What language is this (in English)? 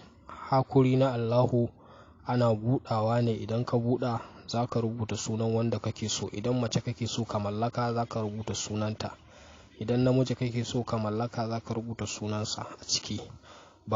Hausa